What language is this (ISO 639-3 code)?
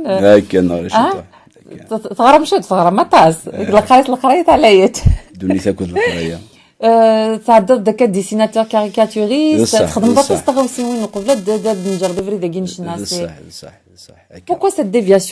kab